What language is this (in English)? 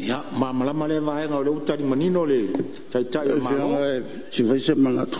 Samoan